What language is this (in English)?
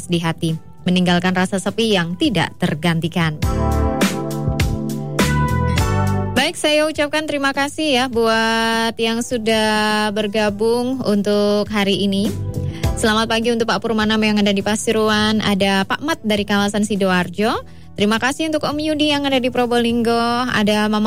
Indonesian